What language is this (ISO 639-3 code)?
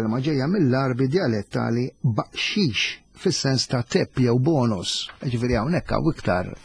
mlt